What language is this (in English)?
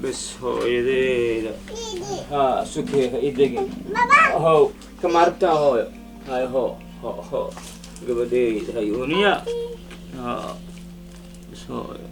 Somali